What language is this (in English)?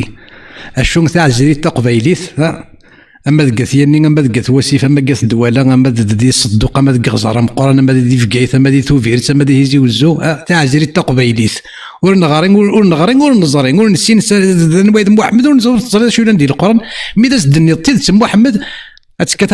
Kabyle